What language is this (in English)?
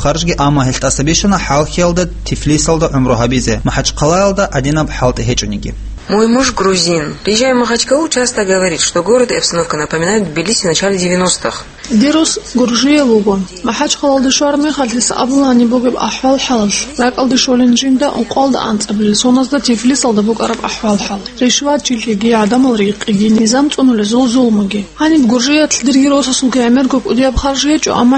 Avaric